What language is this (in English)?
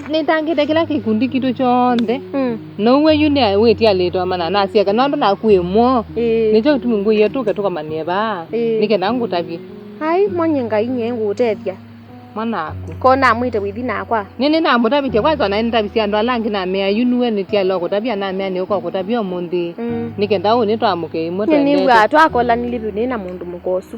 Kamba